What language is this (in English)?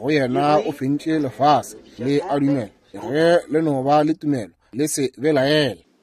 Northern Sotho